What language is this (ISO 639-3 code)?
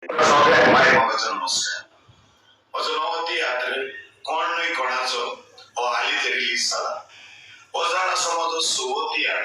kok